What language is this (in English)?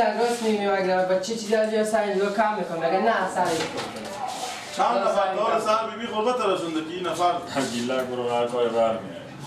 Persian